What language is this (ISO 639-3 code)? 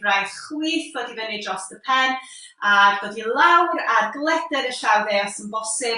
cym